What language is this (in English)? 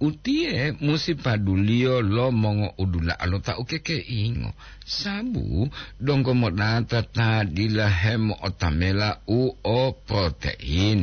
Gorontalo